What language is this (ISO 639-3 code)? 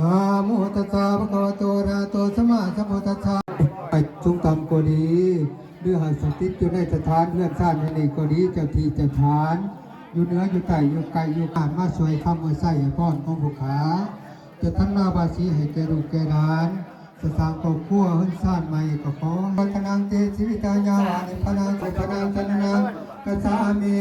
lao